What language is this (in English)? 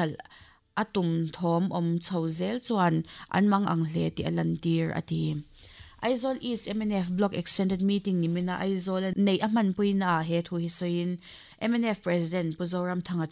Mizo